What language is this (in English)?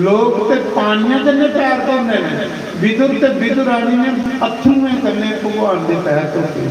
Dogri